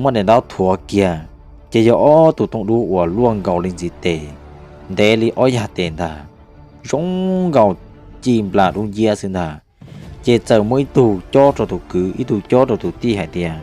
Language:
Hmong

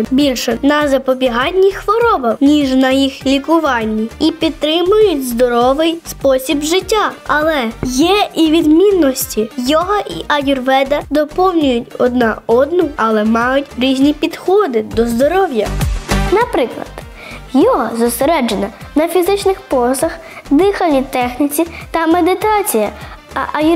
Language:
Ukrainian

